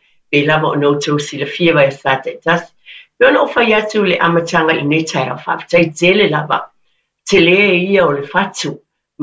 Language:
Samoan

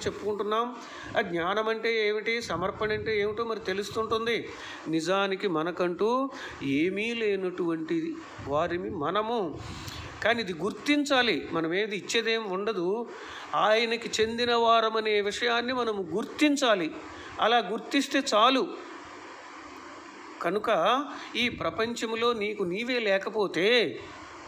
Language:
Telugu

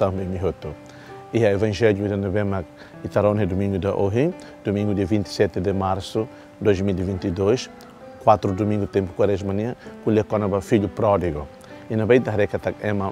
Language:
Tetum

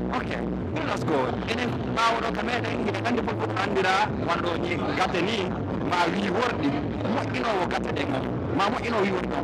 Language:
Pular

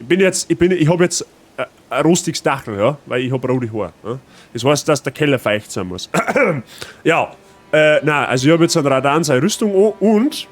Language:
Bavarian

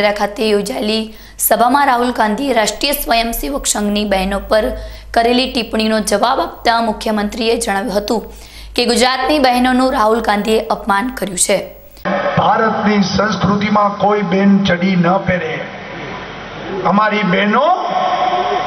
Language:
Gujarati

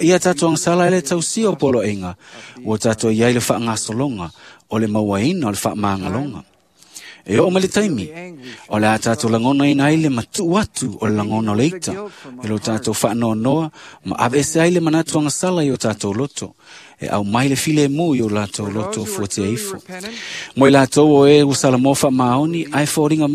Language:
Samoan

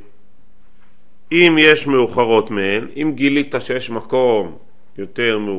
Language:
Hebrew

